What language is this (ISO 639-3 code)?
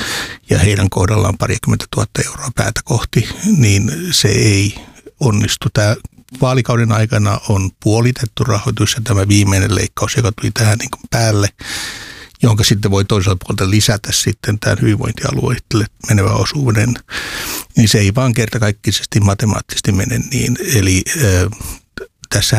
fin